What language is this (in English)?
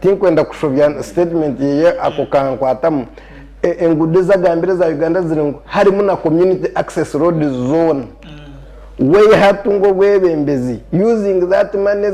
Nyankole